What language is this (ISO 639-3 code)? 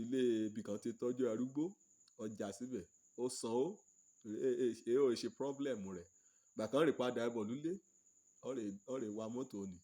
yor